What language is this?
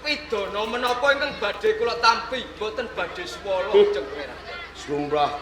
Javanese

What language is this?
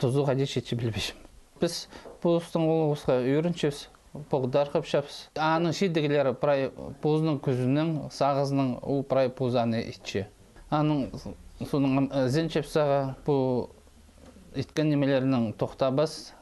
Khakas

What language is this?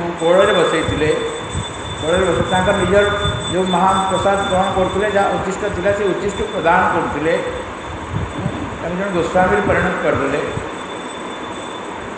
Odia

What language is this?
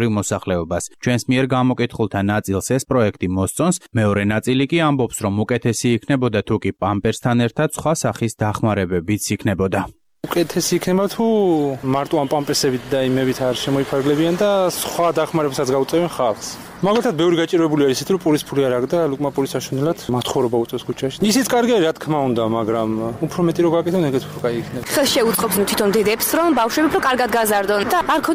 Georgian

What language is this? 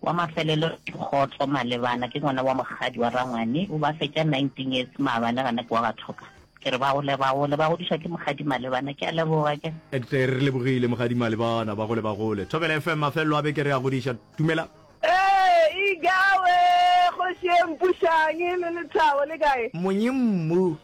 Northern Sotho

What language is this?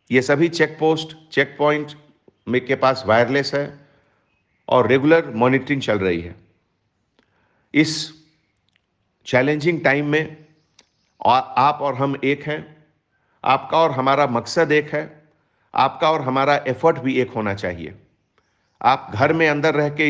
Hindi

